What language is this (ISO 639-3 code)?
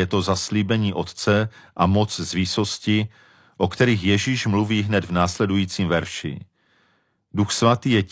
ces